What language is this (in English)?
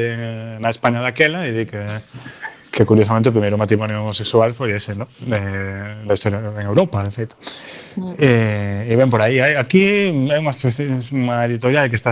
Galician